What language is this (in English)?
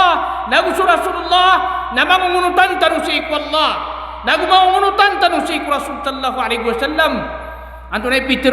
Maranao